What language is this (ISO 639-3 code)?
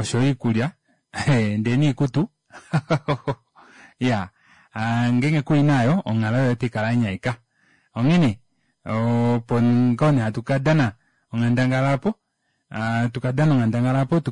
kua